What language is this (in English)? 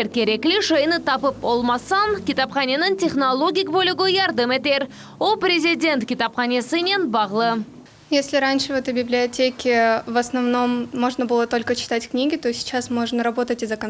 Crimean Tatar